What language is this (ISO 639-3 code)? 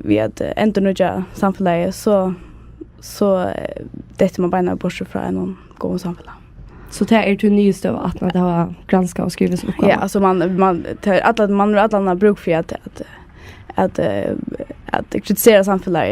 fao